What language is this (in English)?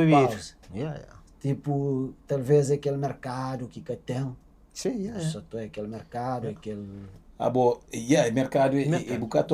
Kabuverdianu